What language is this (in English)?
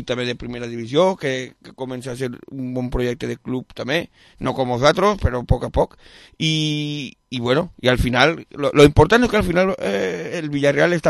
Catalan